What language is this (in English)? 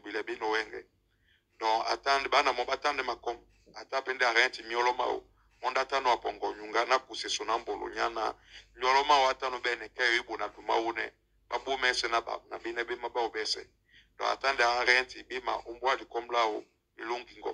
Duala